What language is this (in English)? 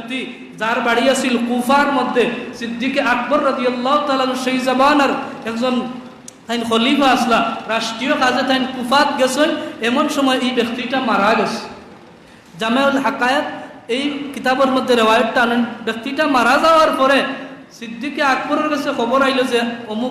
Sylheti